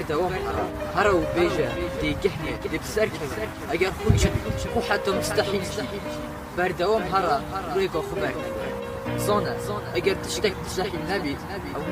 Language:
Kurdish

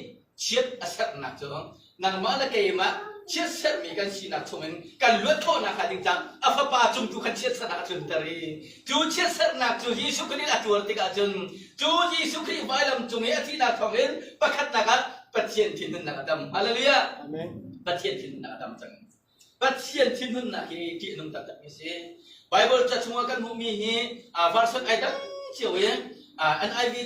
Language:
Hakha Chin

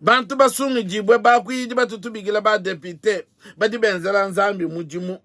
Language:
Luba-Lulua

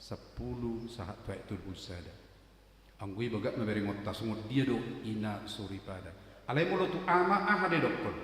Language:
Batak Toba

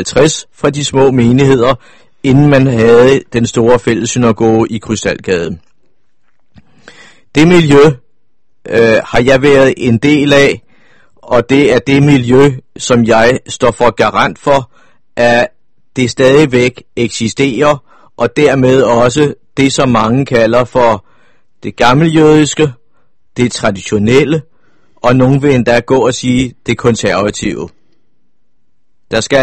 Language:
Danish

